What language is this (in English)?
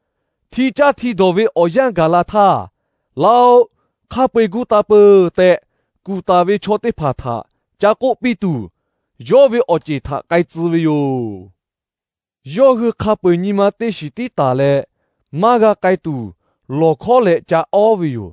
Lahu